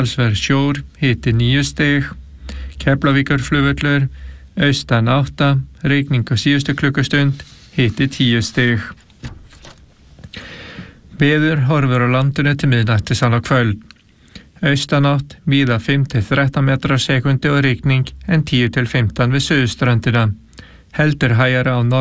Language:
Icelandic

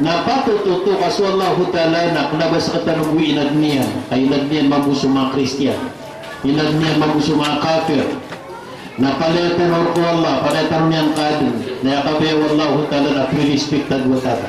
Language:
Maranao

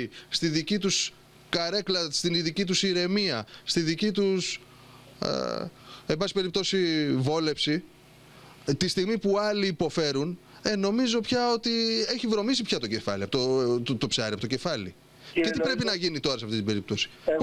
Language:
Greek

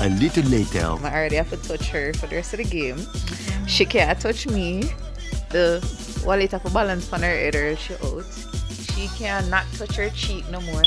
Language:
Jamaican Creole English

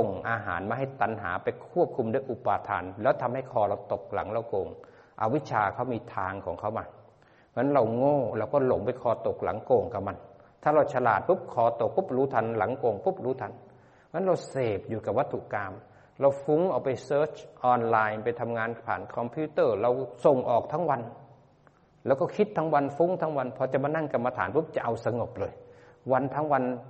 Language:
Thai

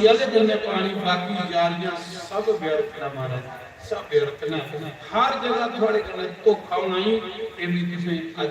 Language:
Dogri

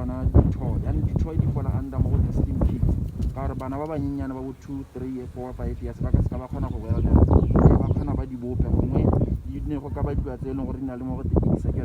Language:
Tswana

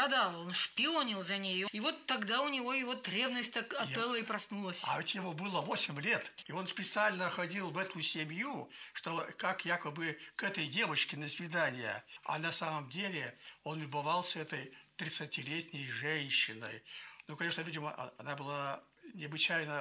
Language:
Russian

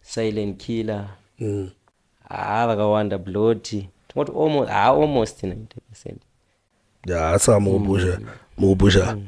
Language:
Shona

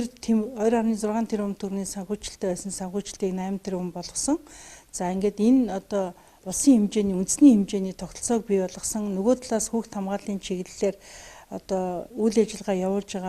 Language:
Mongolian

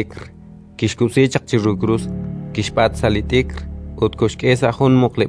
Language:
Kekchí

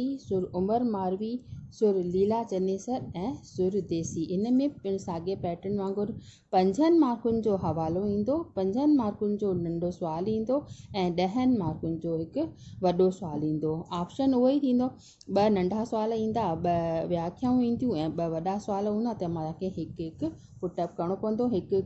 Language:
Sindhi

